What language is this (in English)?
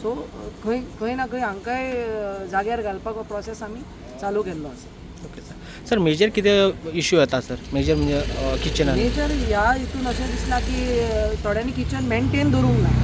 Konkani